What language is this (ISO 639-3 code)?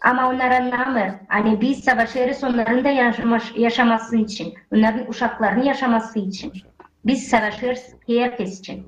gag